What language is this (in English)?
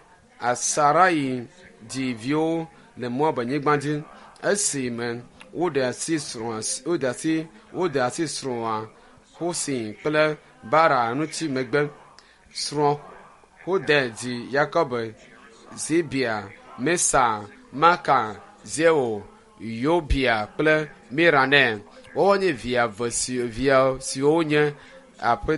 Ewe